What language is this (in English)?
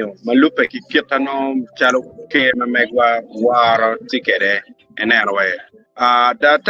Acoli